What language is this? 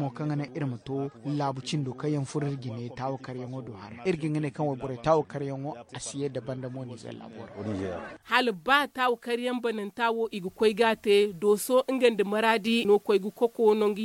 Zarma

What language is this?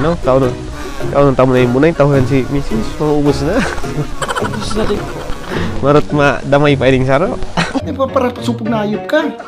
Bikol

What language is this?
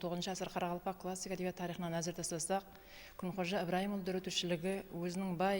Kara-Kalpak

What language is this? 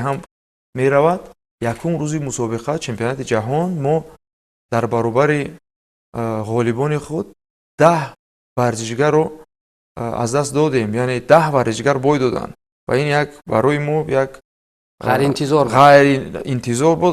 Tajik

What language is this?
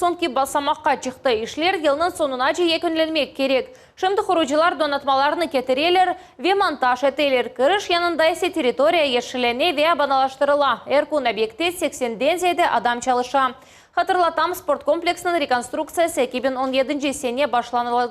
Crimean Tatar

